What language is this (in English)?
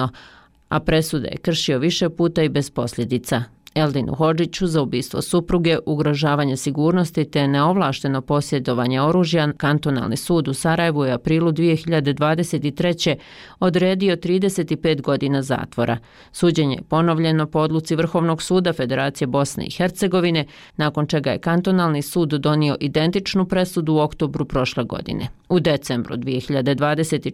Bosnian